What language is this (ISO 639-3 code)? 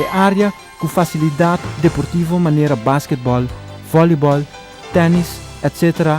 pap